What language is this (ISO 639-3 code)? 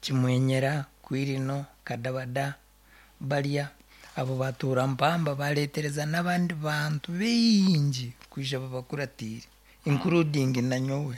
nyn